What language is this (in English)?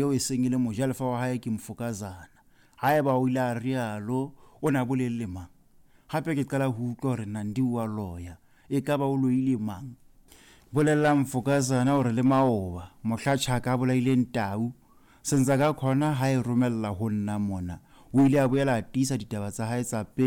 Southern Sotho